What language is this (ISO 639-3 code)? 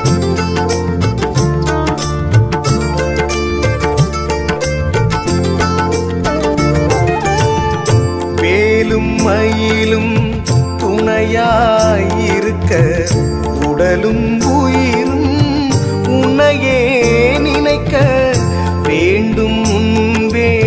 tam